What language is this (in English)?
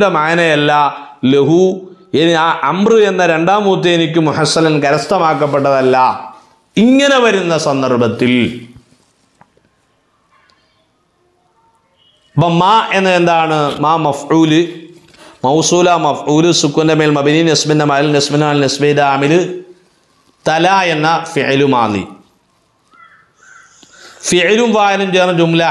Malayalam